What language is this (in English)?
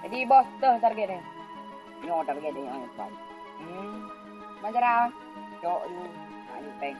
Achinese